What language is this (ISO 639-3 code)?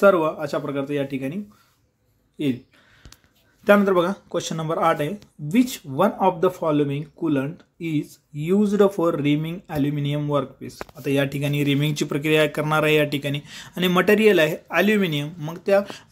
mar